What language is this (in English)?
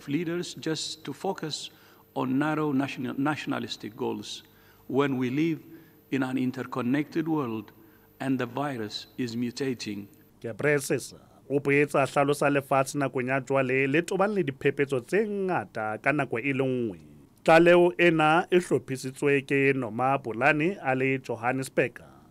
Southern Sotho